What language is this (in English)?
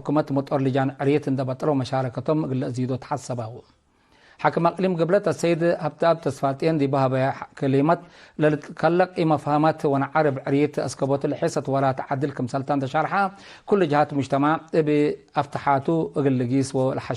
Tigre